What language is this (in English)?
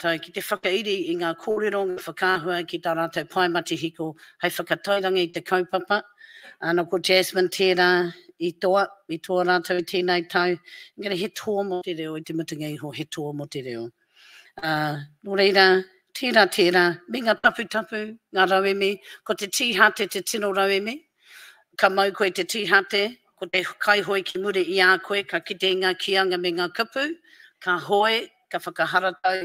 Māori